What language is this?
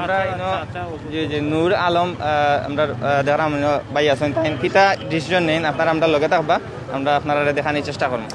Sylheti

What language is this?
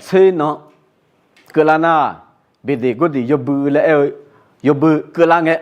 Akha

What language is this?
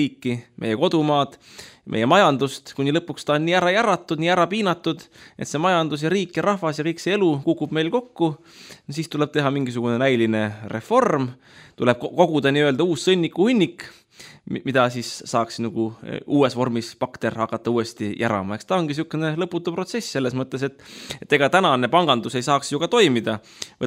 Estonian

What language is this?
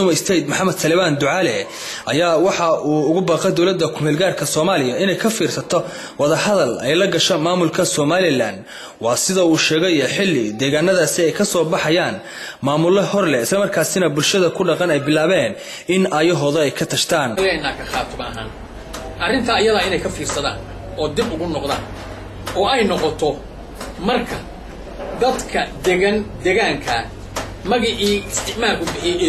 Somali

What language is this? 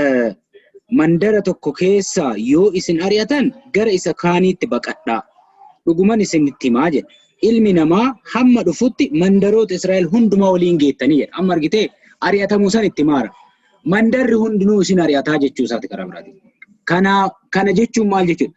Oromo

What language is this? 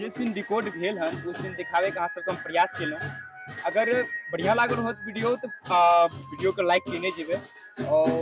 Maithili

